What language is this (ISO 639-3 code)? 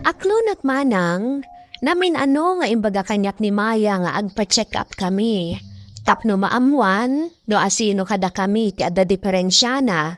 ilo